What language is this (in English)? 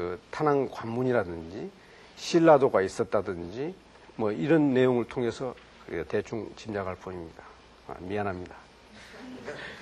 Korean